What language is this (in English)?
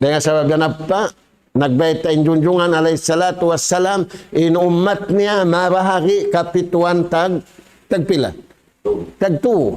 Tausug